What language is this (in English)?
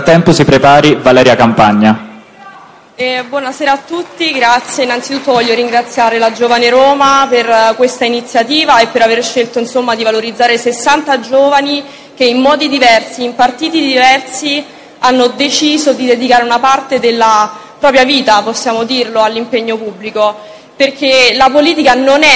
Italian